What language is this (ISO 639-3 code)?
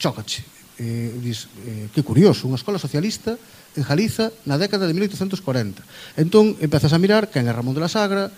glg